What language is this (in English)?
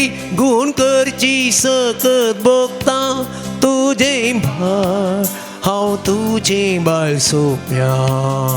Konkani